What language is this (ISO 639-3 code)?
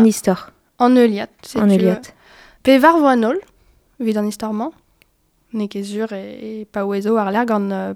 bre